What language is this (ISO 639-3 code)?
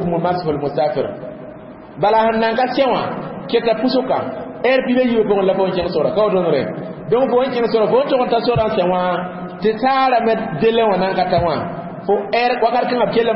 mos